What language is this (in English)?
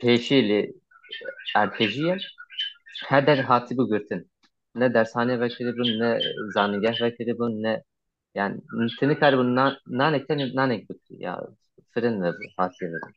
Kurdish